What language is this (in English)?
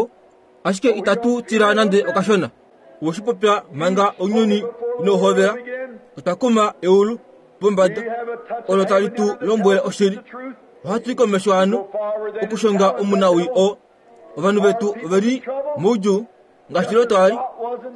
Kuanyama